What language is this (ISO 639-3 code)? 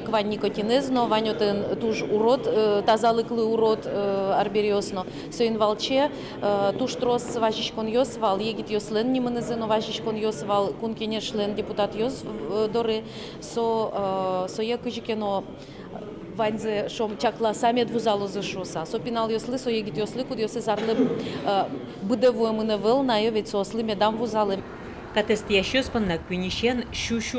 udm